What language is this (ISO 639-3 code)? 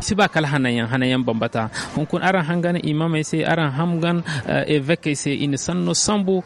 dje